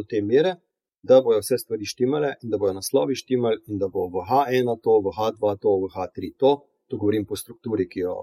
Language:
Slovenian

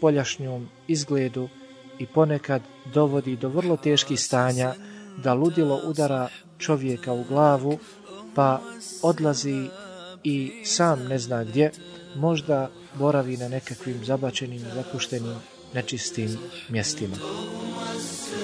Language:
Bosnian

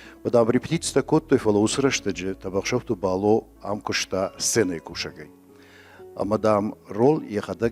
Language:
Ossetic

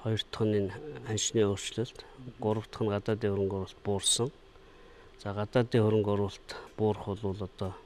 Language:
Mongolian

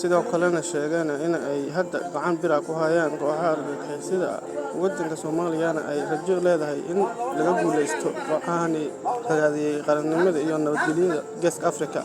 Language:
Somali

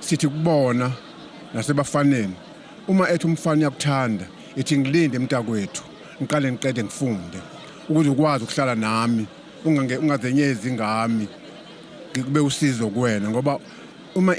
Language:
Zulu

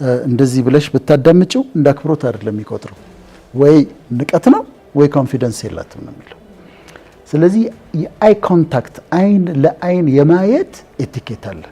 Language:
Amharic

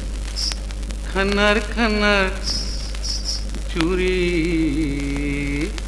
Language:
Chhattisgarhi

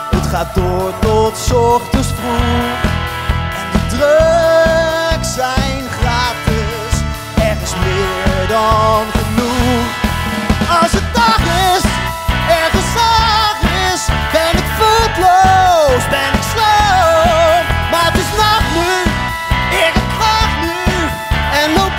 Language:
Dutch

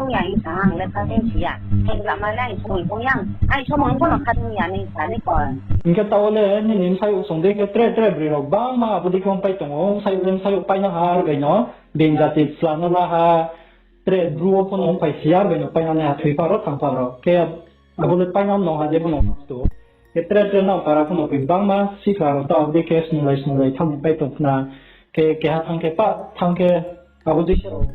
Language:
Riang (India)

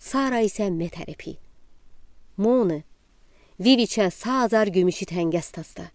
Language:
Udi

